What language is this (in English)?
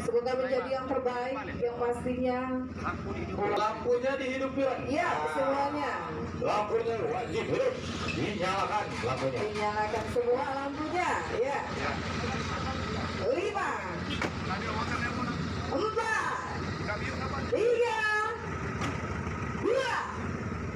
Indonesian